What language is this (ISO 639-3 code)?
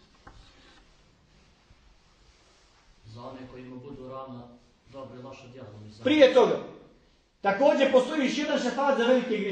bos